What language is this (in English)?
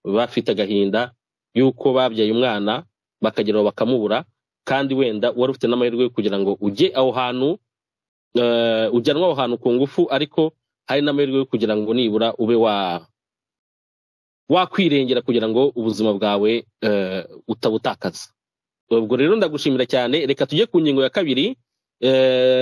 Kinyarwanda